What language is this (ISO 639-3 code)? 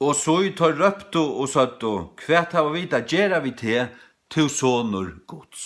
fao